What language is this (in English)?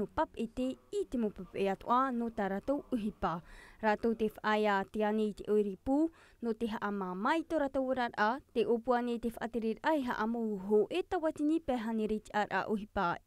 Tahitian